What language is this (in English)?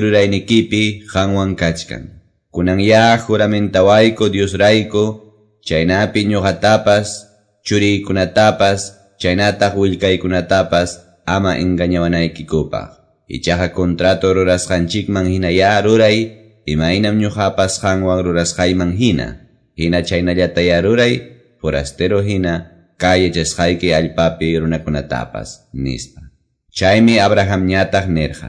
Quechua